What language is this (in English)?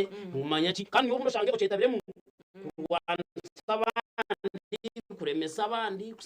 Nyankole